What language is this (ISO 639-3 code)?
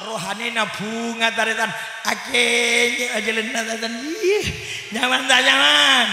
mad